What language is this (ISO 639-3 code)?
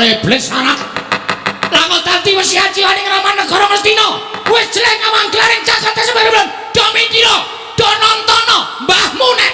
jav